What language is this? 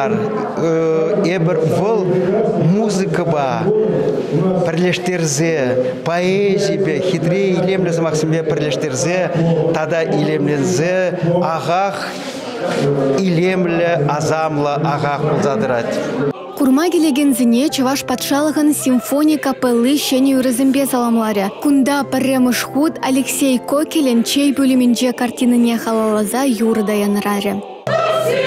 Chuvash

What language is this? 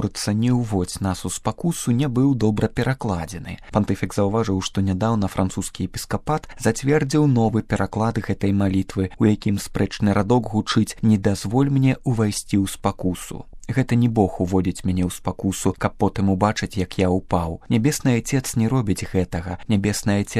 Belarusian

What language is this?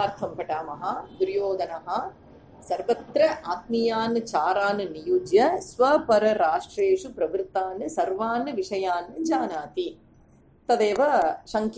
Sanskrit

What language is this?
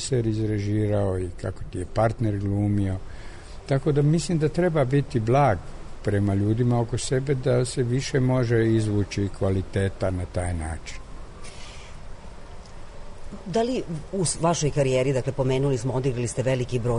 Serbian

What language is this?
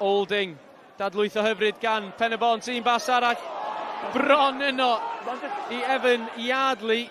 Welsh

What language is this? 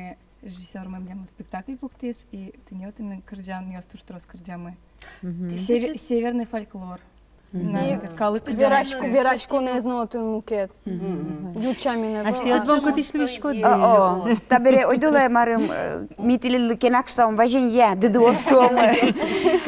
Udmurt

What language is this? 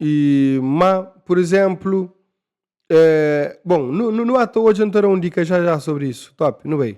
Kabuverdianu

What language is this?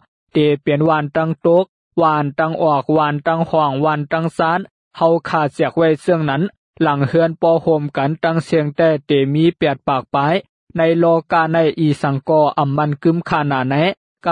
Shan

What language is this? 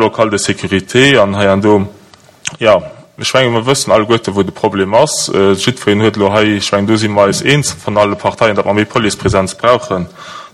Luxembourgish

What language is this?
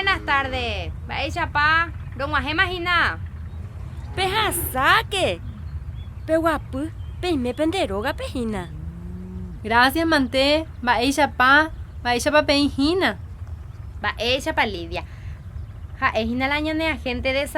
Guarani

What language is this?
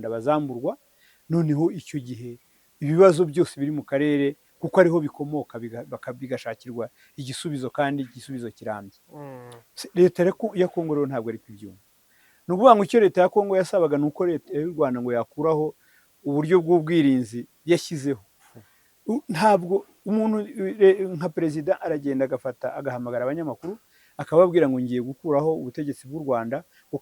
Kinyarwanda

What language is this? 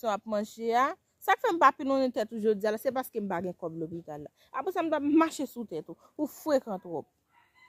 Haitian Creole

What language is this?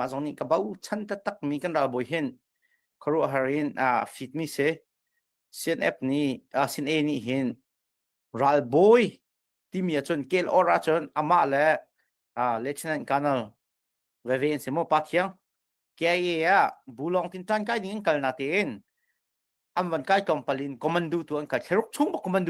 Hakha Chin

